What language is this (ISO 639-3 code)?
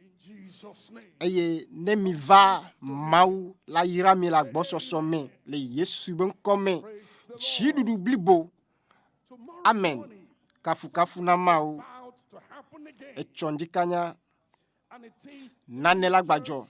ewe